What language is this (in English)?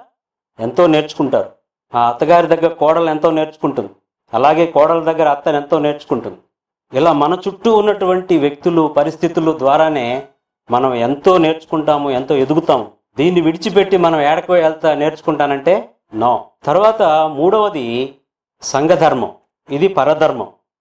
Telugu